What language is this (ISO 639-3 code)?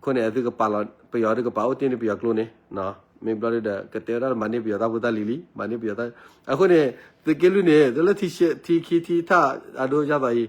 ksw